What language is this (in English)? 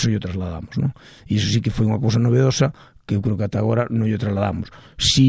Galician